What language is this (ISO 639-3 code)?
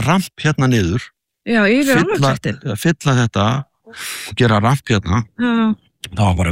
isl